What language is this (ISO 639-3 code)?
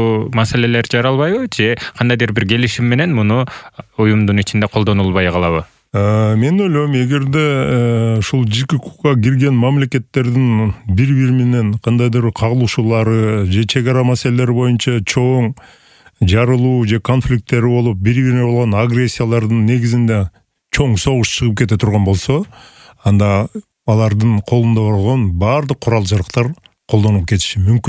kir